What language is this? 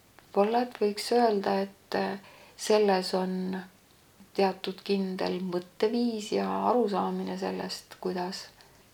Estonian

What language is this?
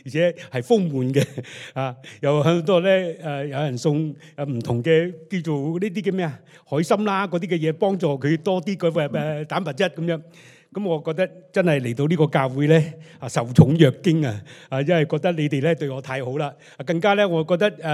Cantonese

